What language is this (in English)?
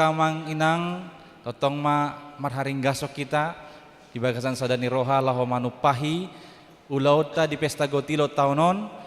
Batak Toba